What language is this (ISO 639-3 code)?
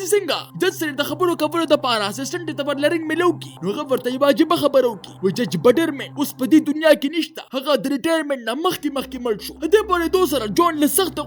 pus